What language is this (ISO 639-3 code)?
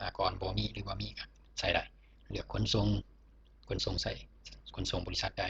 lao